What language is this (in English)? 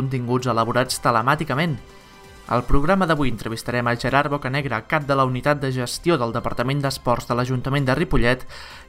Catalan